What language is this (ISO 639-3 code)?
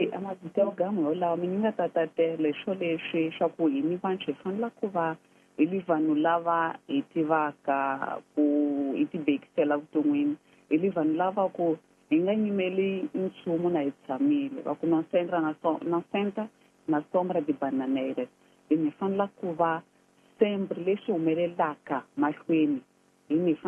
tso